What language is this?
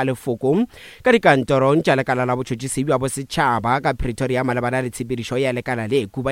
Northern Sotho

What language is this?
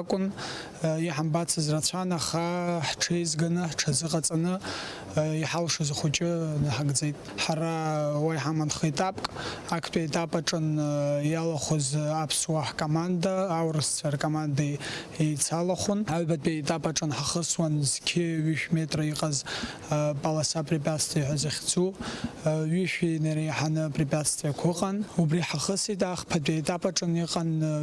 Abkhazian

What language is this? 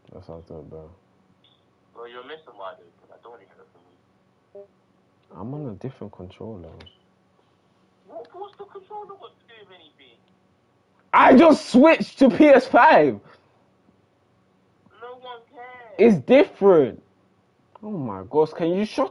English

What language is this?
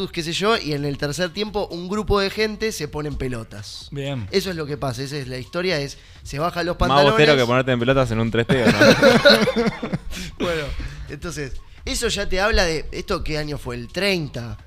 Spanish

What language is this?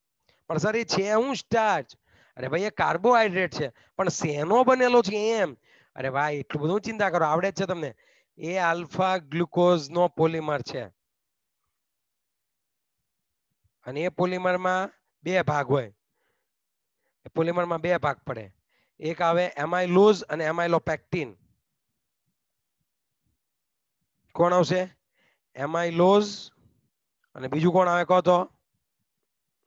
Gujarati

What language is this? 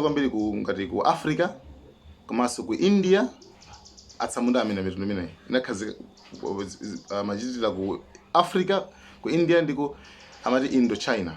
Nyanja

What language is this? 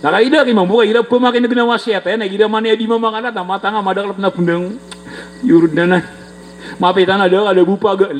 Maranao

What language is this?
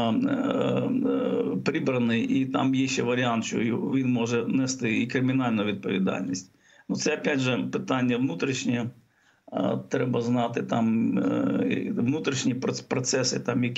Ukrainian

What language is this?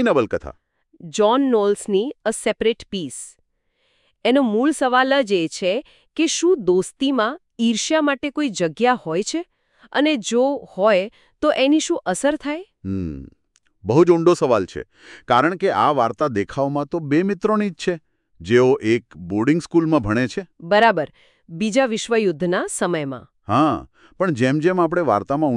Gujarati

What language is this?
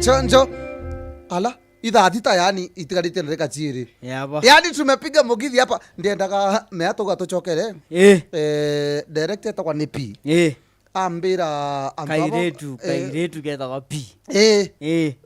Meru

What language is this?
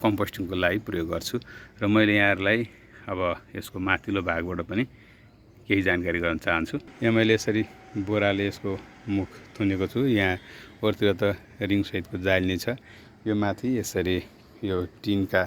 Nepali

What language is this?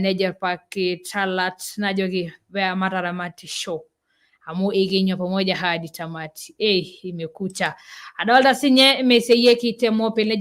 Masai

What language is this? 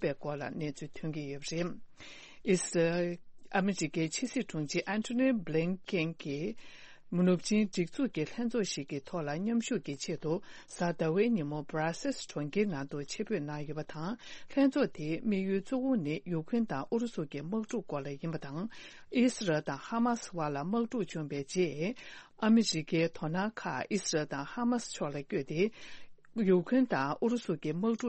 Tibetan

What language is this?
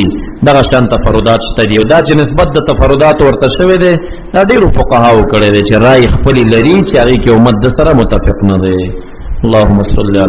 Pashto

